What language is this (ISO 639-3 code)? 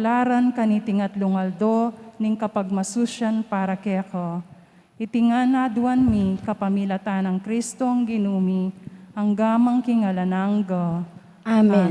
pam